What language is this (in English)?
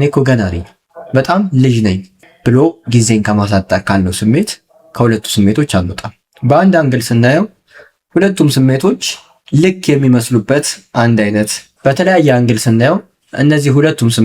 Amharic